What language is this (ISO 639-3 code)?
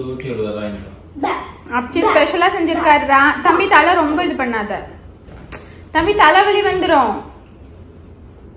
tam